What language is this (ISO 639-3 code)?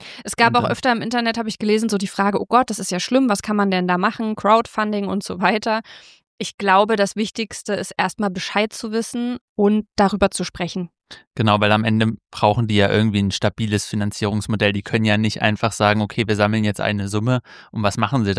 deu